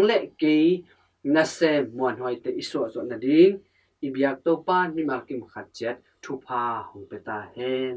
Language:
Tedim Chin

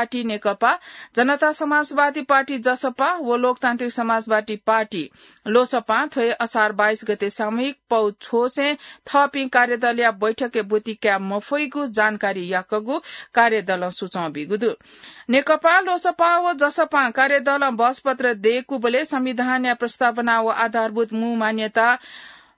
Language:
Newari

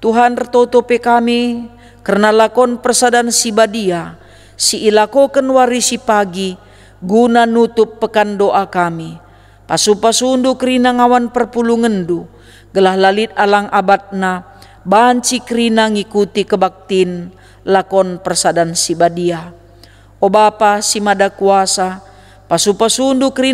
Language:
Batak Karo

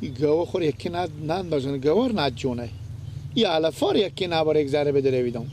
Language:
Persian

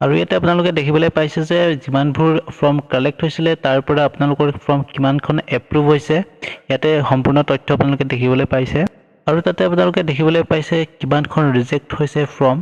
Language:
Assamese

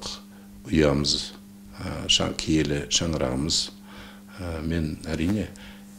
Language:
Kazakh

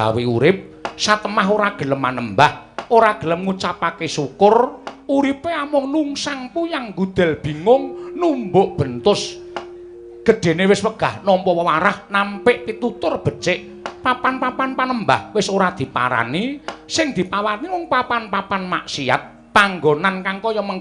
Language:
Javanese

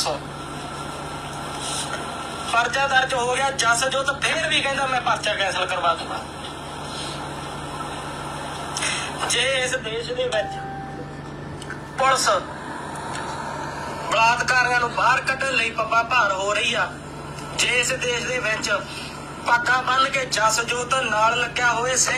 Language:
Punjabi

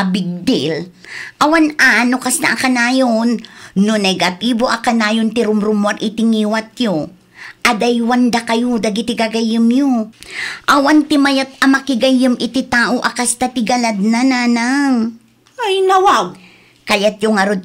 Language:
Iloko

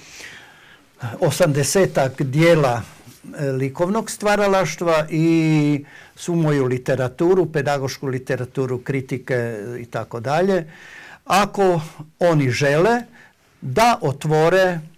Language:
Croatian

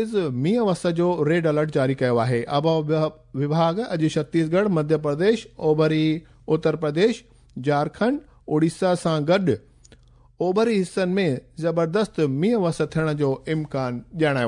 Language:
Sindhi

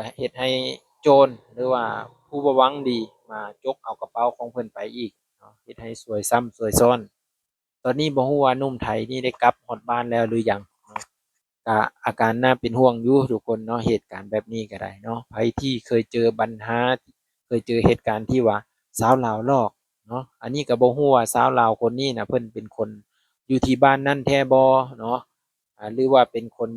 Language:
Lao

